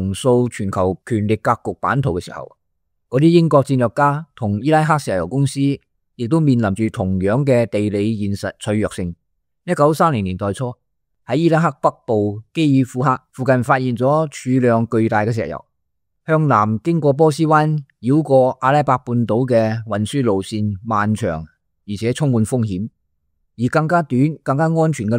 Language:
Cantonese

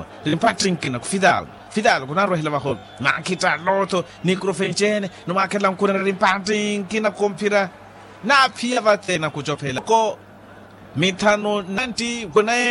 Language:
Makhuwa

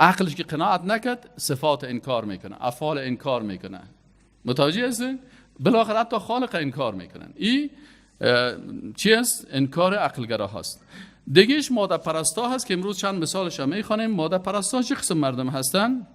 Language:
Persian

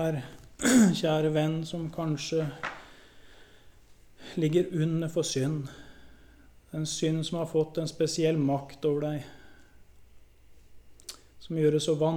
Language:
Norwegian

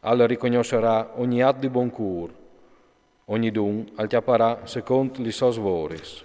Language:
Friulian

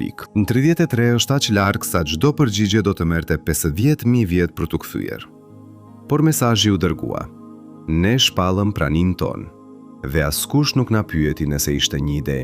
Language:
Albanian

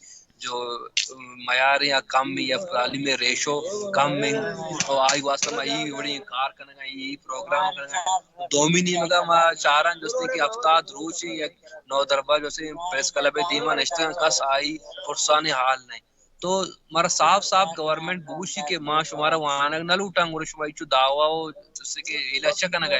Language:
Baluchi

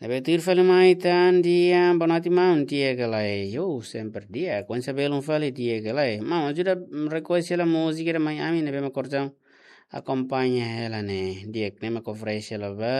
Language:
Tetum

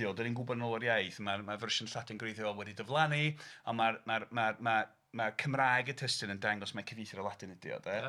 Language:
Welsh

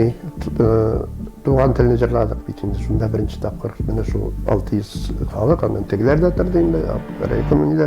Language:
Tatar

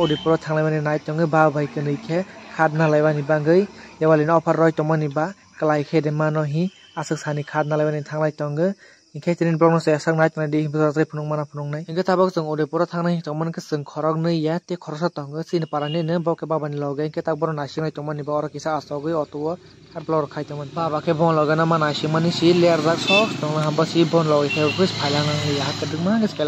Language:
Kok Borok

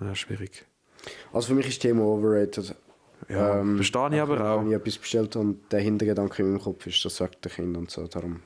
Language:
Swiss German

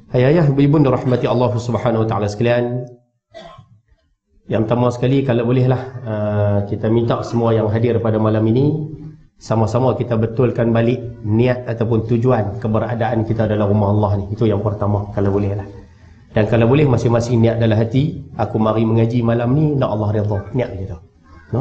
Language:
Malay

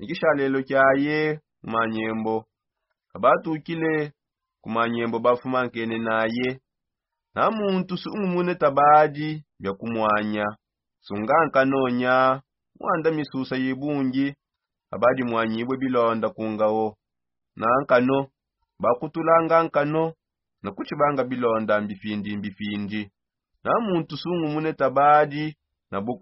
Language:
Songe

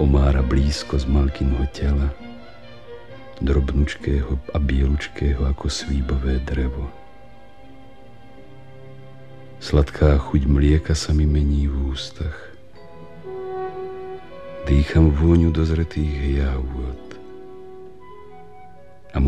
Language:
Slovak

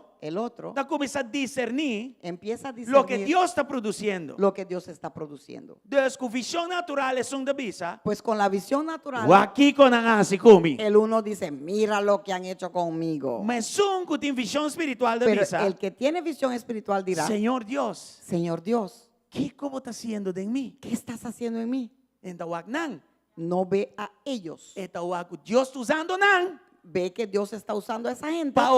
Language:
Papiamento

